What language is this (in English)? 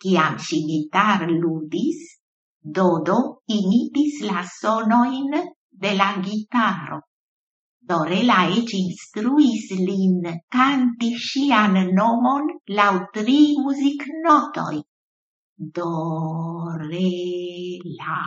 Esperanto